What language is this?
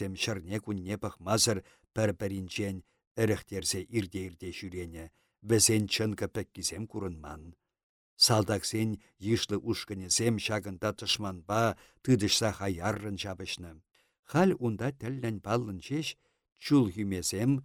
Chuvash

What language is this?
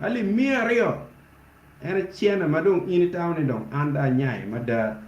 Acoli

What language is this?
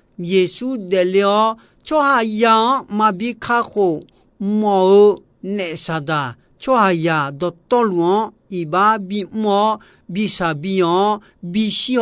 Akha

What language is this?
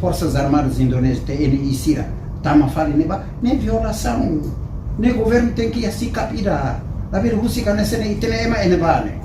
Tetum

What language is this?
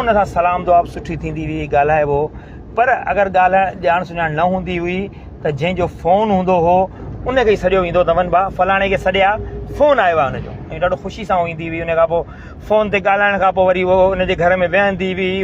Sindhi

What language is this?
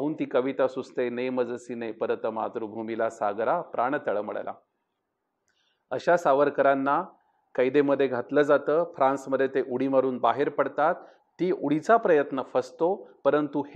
Marathi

